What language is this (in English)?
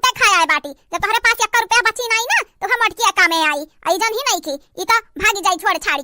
Awadhi